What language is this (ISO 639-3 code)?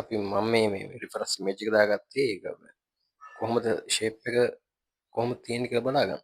sin